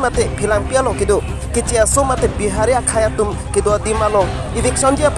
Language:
Karbi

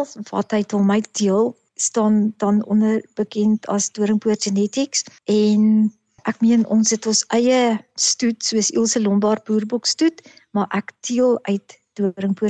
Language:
Afrikaans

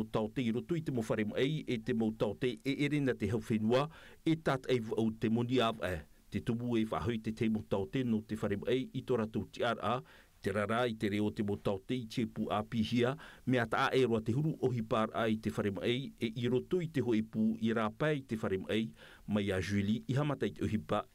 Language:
Tahitian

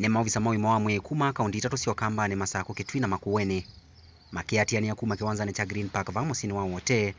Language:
Kamba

